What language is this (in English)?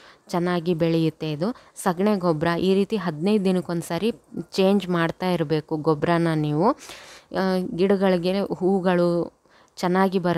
Kannada